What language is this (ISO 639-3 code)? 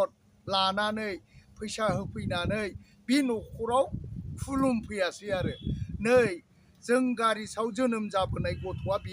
brx